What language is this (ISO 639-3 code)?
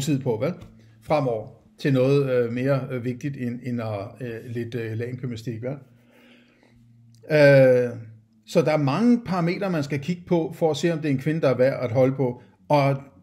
dan